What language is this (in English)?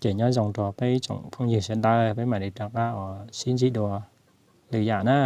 Hmong